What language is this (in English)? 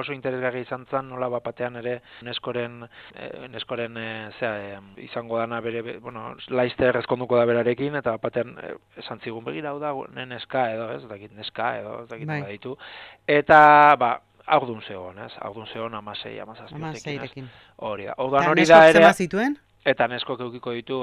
Basque